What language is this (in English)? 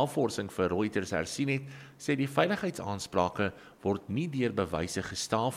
Afrikaans